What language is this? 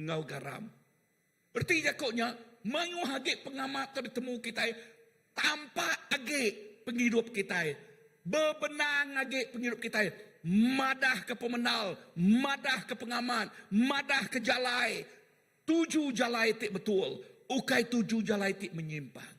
Iban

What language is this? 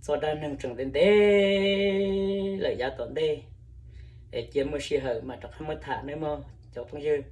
Hmong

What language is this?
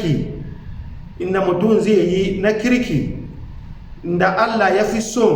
Hausa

